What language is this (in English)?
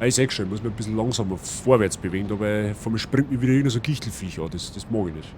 Bavarian